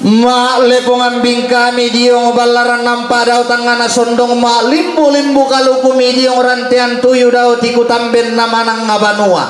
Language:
Toraja-Sa'dan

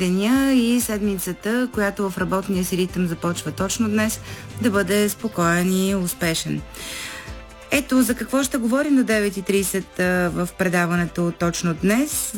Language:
Bulgarian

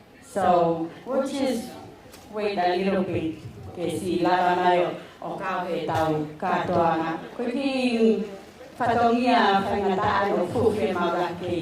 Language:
Tongan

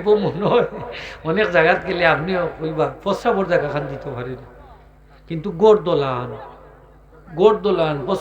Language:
Sylheti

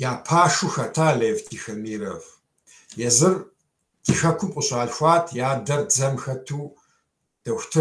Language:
Kabardian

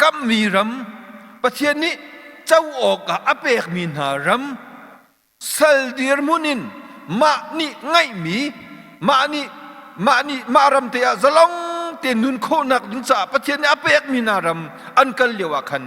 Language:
Hakha Chin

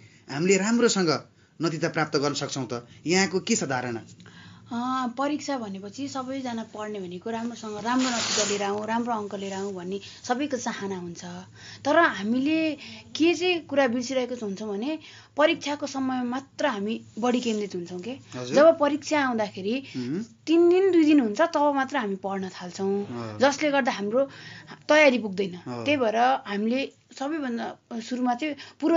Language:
Nepali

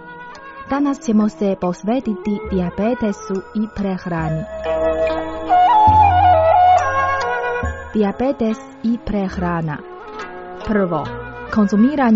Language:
Croatian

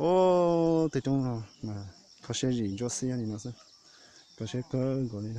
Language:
Hmong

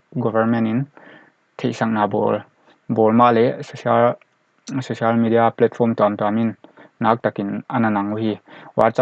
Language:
Paite Chin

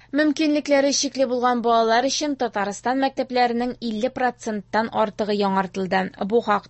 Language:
Tatar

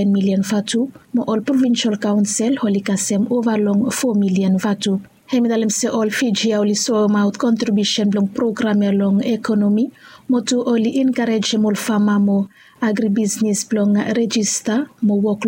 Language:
Bislama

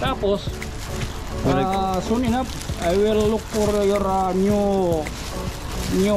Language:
Waray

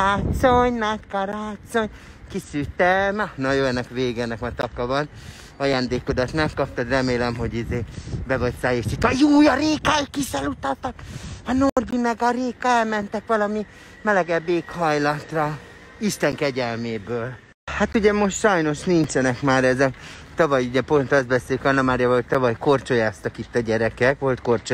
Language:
Hungarian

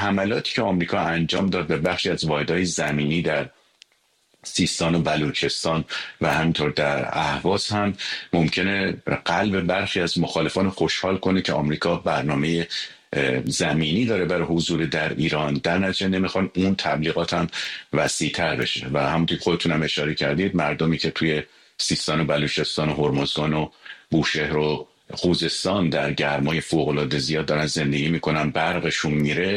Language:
Persian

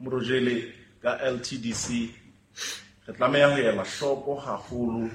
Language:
Southern Sotho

